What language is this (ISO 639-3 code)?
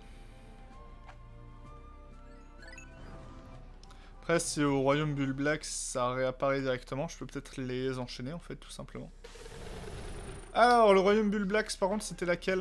fra